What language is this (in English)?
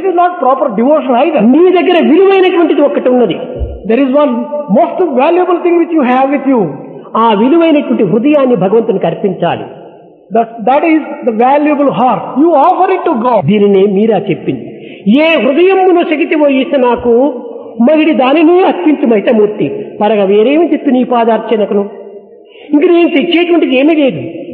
Telugu